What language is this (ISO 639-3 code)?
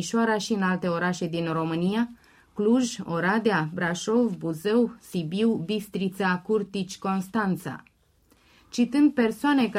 ron